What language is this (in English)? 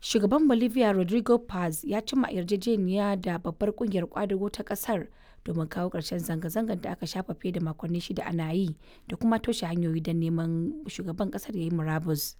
Hausa